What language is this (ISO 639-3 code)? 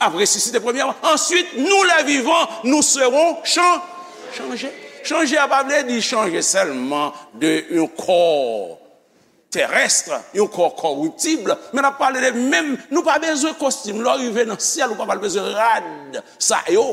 hat